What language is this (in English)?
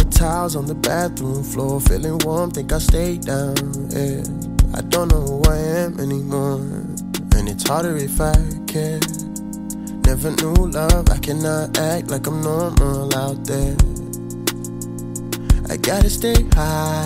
English